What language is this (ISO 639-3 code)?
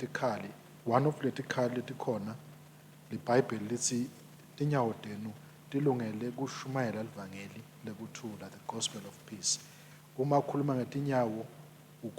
ssw